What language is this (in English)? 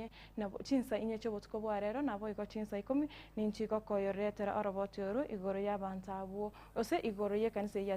Gusii